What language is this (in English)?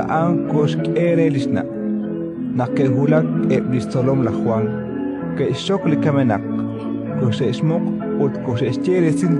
Kekchí